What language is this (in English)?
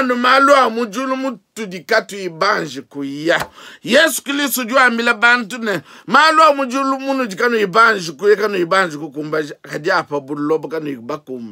Luba-Lulua